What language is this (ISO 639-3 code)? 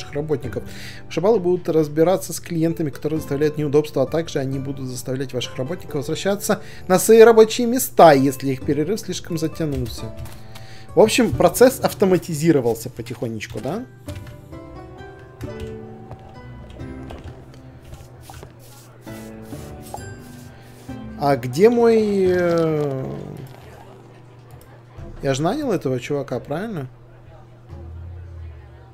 rus